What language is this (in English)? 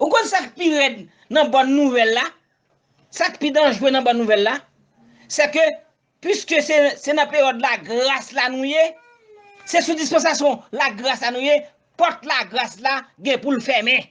Haitian Creole